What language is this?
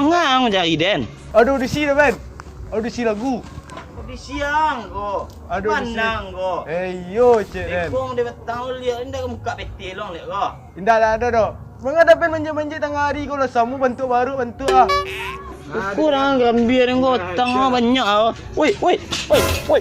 Minangkabau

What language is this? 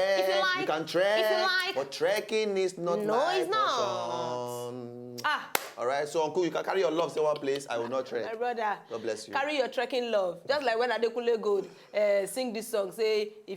Nigerian Pidgin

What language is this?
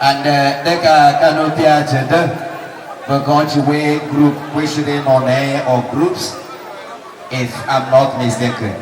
Igbo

